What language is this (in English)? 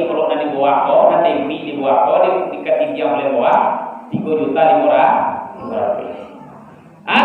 Minangkabau